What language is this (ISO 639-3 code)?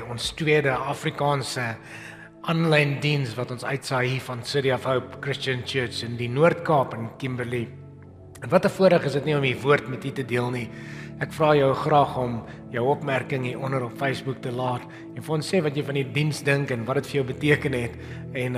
afr